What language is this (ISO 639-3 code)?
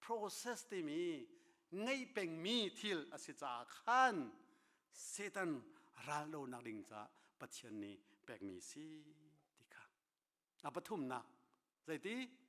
cnh